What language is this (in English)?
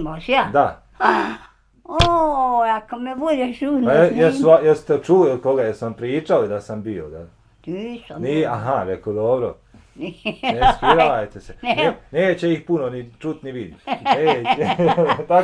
Bosnian